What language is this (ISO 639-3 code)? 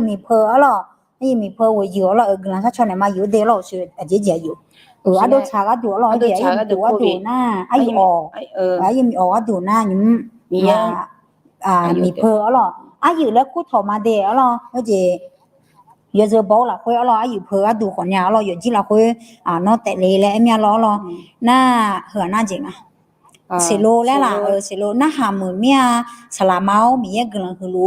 ahk